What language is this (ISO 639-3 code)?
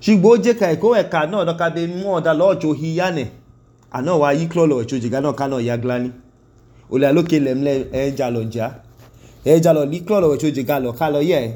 idu